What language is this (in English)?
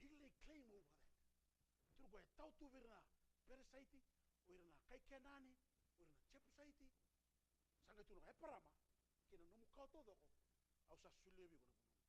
Fijian